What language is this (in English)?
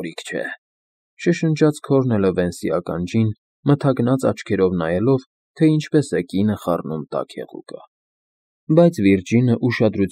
Armenian